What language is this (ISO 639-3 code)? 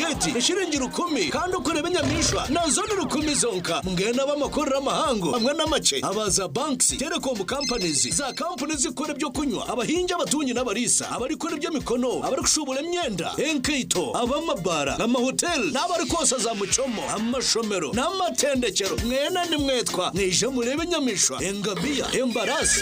nyn